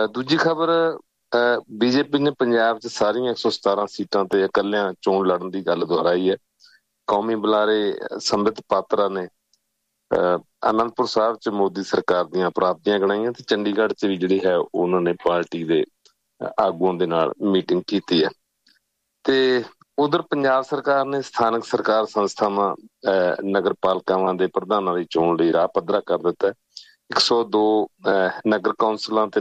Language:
Punjabi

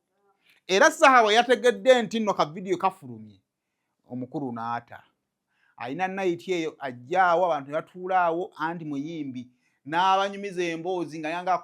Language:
Ganda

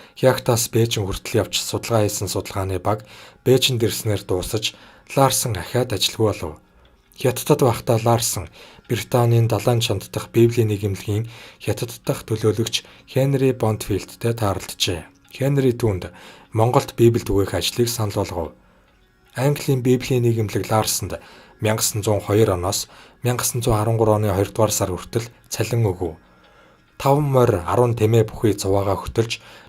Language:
Mongolian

